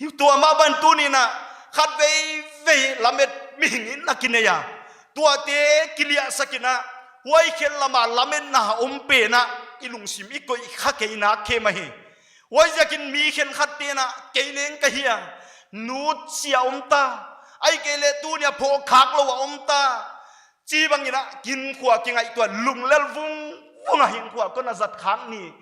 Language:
Paite Chin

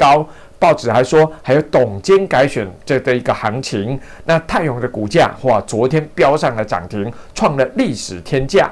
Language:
Chinese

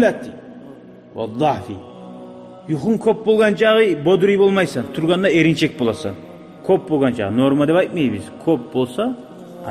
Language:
Kumyk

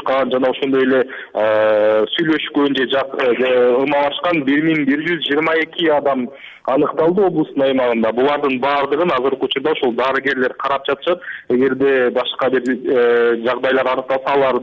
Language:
Kyrgyz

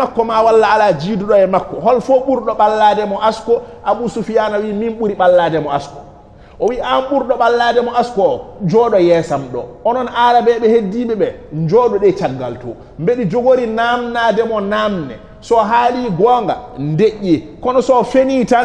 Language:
Fula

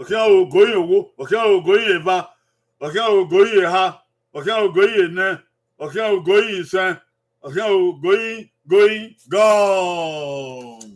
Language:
Bini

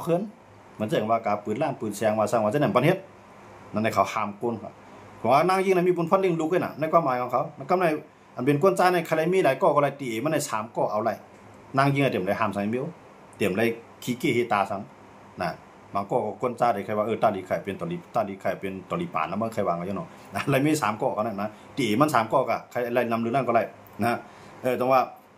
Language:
Shan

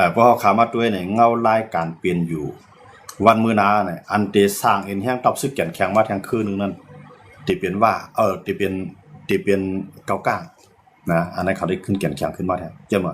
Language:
Shan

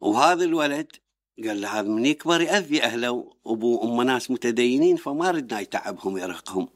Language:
Mesopotamian Arabic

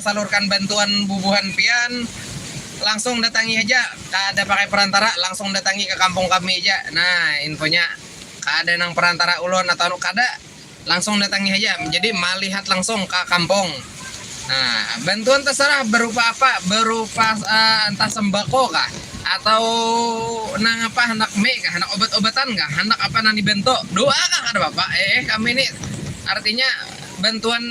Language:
Banjar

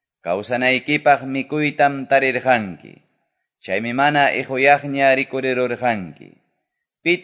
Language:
Quechua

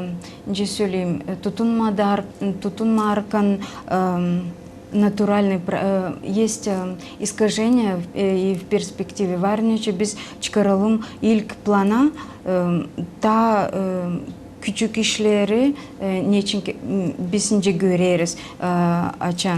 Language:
Gagauz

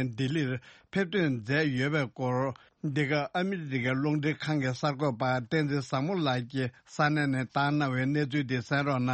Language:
Tibetan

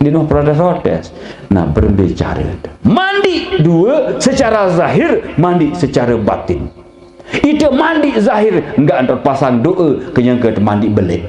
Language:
Sasak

